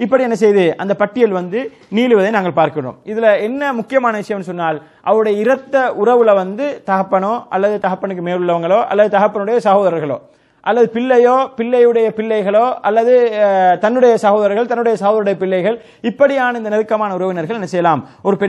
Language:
Tamil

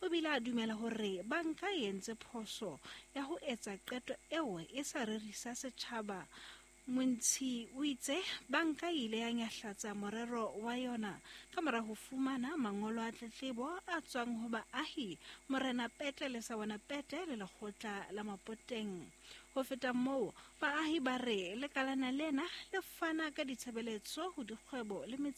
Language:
Southern Sotho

